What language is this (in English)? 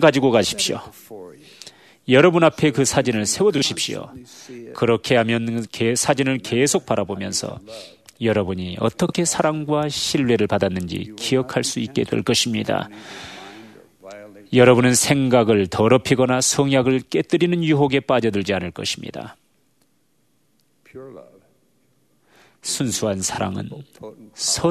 Korean